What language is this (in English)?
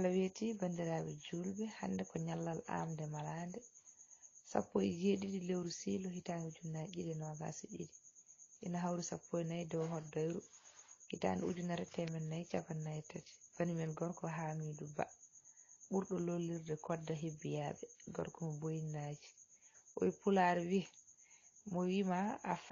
Fula